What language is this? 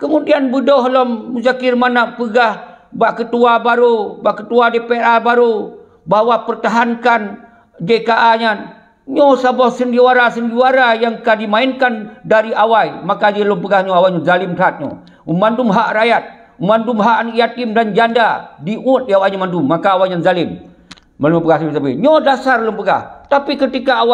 Achinese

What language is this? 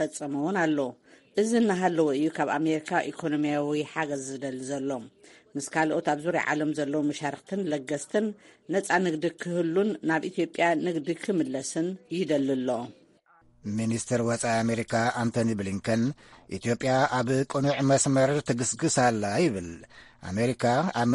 Tigrinya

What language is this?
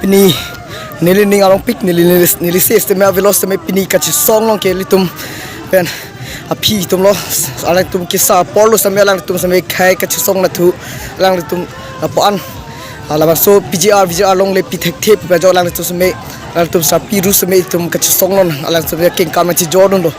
Karbi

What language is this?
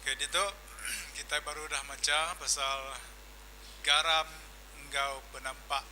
Iban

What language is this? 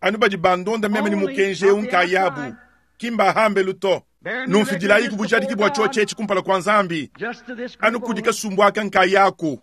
Luba-Lulua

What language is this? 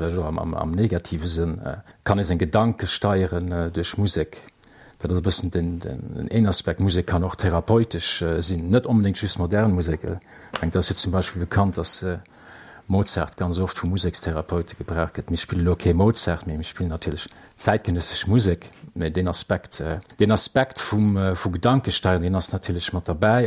Luxembourgish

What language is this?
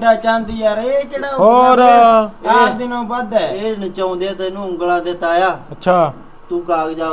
Punjabi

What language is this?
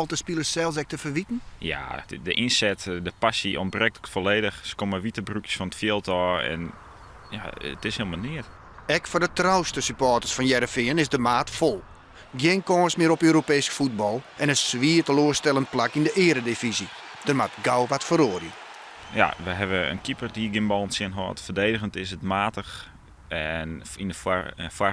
Western Frisian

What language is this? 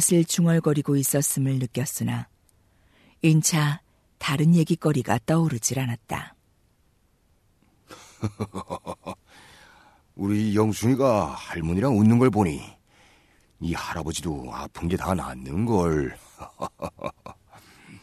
Korean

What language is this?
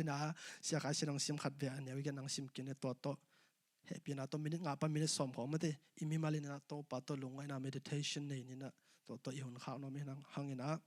Tedim Chin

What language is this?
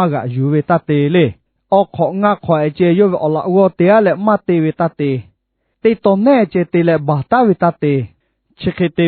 Lahu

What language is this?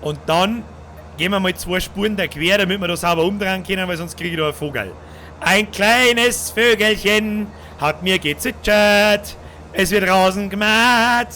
Bavarian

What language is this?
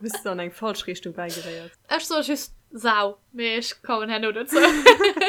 Luxembourgish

